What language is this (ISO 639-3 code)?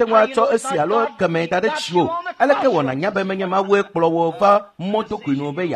ewe